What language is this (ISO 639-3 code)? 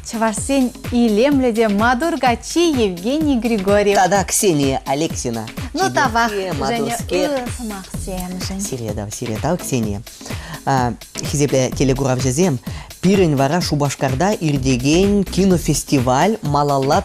chv